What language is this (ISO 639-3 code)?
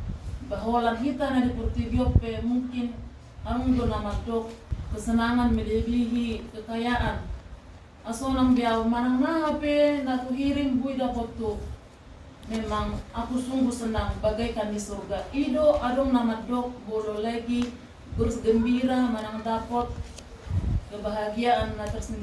bbc